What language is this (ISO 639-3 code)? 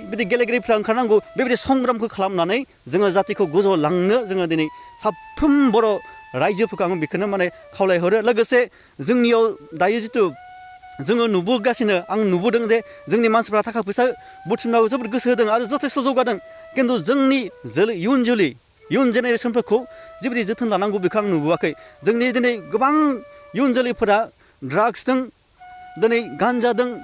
brx